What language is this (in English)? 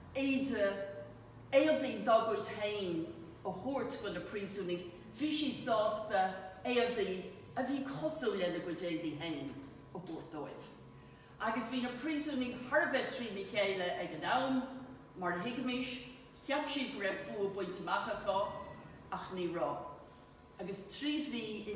Irish